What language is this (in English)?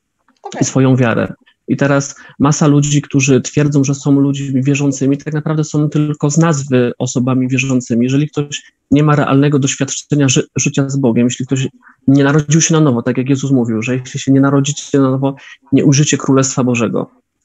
Polish